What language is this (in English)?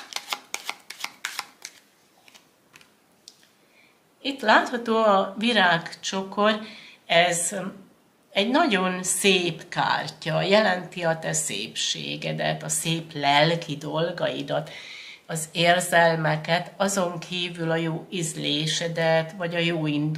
Hungarian